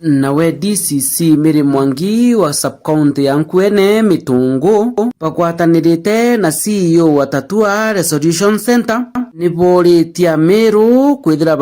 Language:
Meru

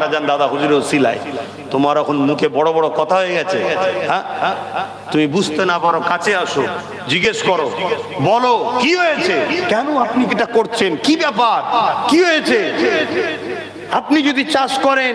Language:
Bangla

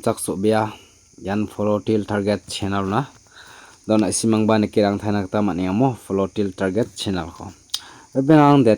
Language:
Garo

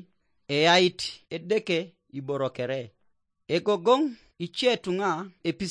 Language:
Teso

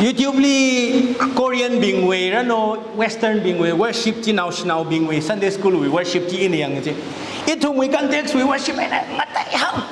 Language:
Tangkhul Naga (India)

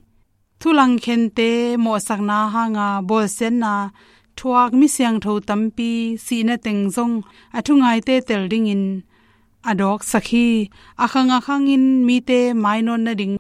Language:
Tedim Chin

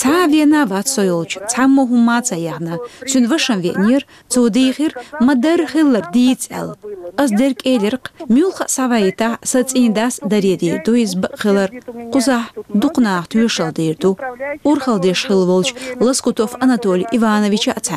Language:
Chechen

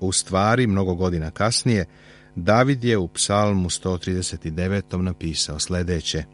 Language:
Serbian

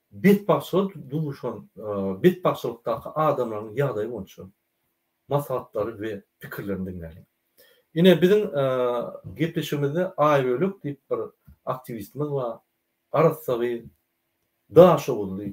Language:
Turkmen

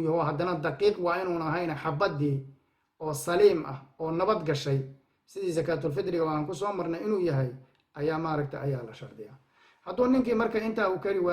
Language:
Somali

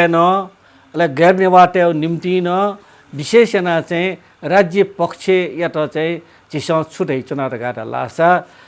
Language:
Newari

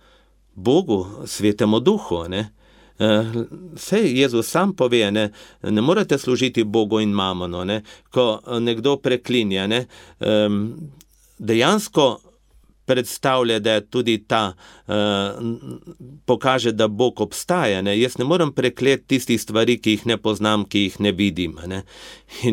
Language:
Slovenian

